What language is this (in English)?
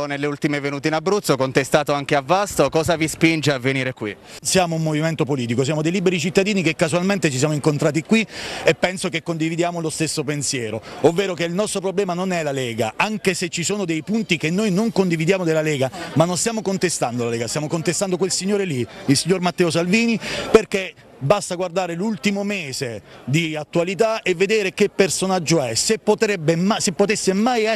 Italian